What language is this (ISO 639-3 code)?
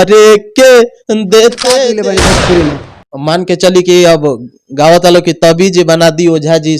bho